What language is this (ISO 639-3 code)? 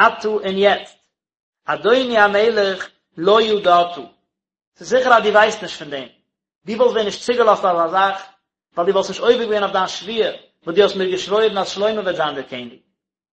yid